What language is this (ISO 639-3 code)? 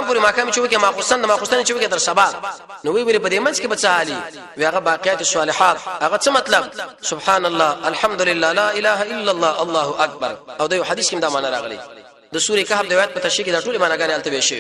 pus